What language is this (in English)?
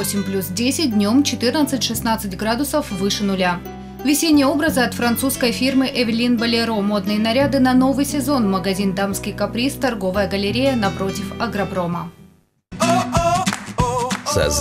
Russian